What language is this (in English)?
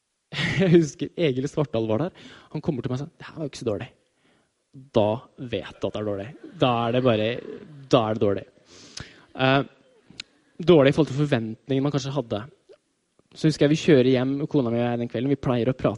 Norwegian